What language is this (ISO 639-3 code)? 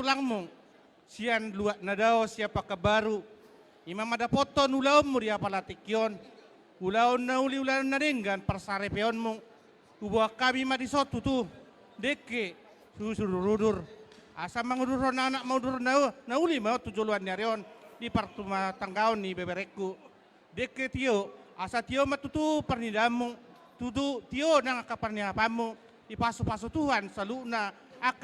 bbc